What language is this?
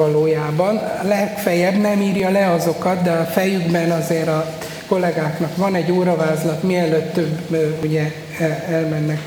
Hungarian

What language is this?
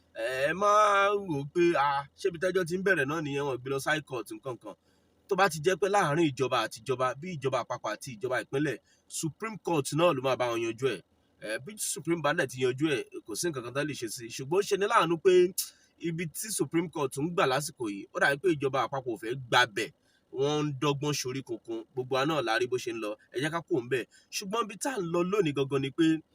Yoruba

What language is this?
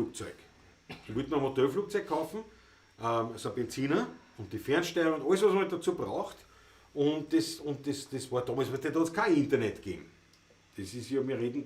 Bavarian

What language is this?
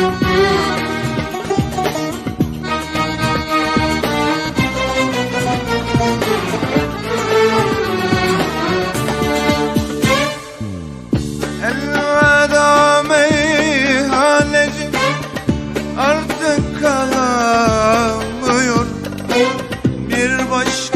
Turkish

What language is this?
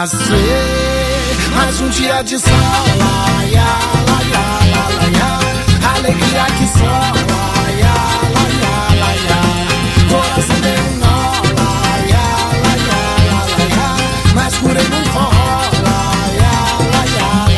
Portuguese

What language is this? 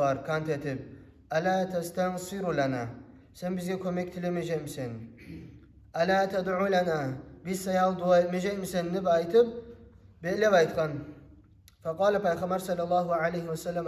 Kumyk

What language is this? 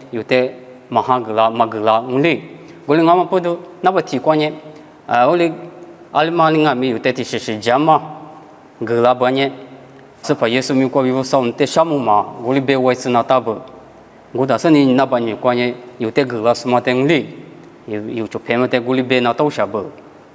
Lisu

